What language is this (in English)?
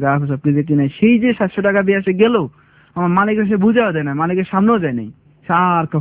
Bangla